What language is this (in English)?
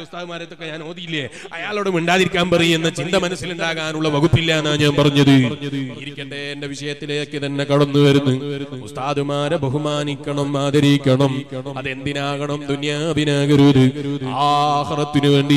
Malayalam